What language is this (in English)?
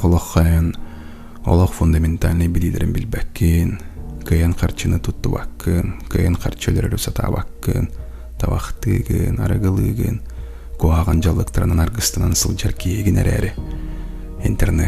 Yakut